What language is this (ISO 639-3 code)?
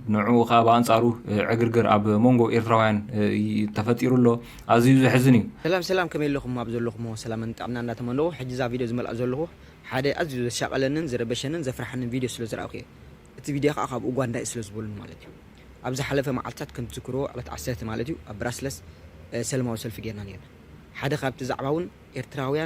tir